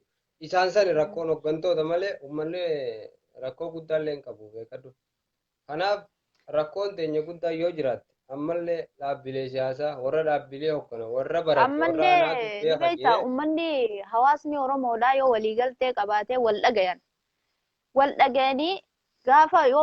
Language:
Oromo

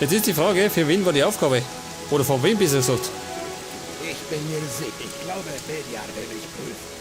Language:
Bavarian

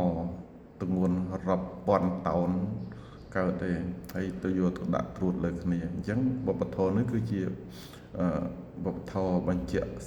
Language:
Khmer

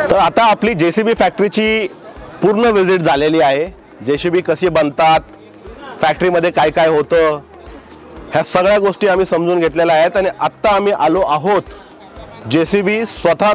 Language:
Marathi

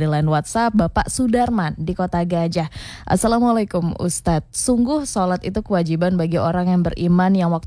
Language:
Indonesian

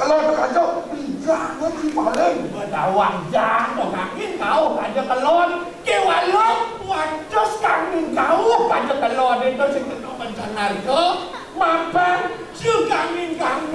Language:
Balinese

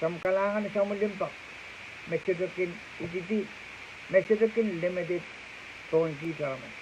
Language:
Pohnpeian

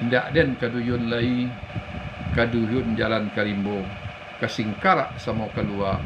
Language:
Minangkabau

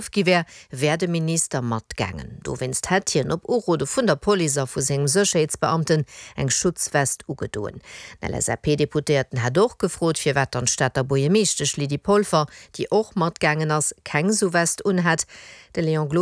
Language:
Luxembourgish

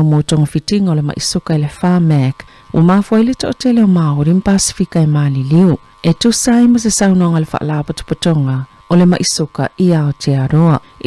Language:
Samoan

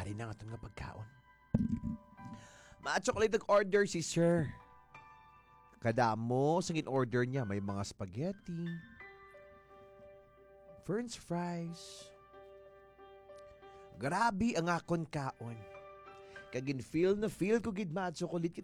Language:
Hiligaynon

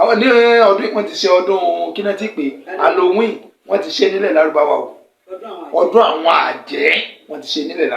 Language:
Yoruba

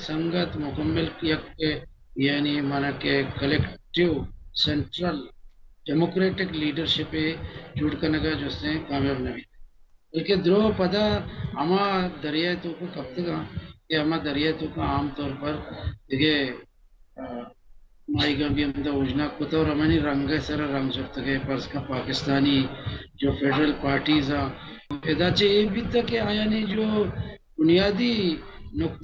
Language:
Baluchi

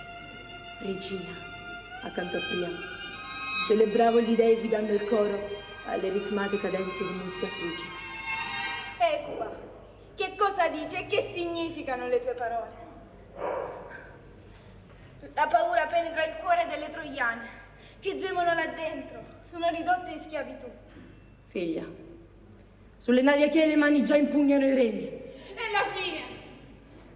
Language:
Italian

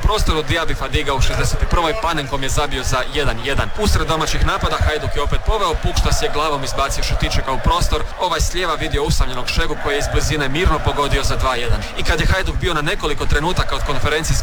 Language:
Croatian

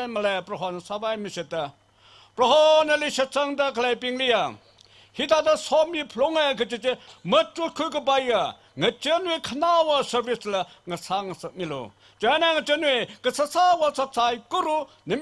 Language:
Tangkhul Naga (India)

